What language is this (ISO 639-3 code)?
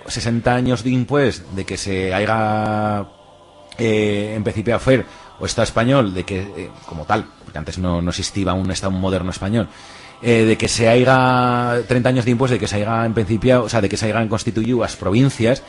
arg